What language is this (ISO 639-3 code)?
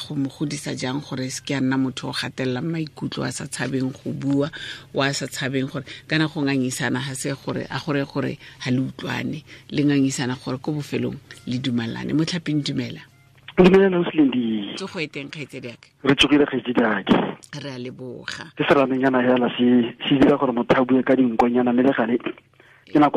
tsn